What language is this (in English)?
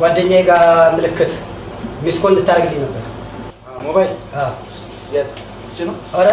Amharic